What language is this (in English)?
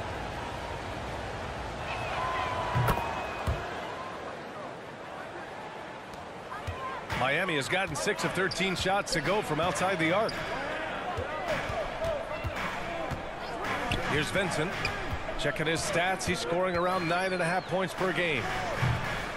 English